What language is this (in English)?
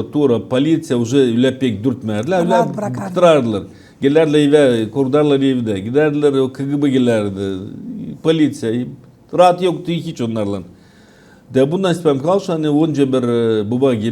Gagauz